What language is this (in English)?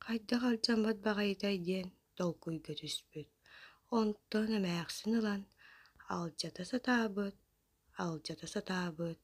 Yakut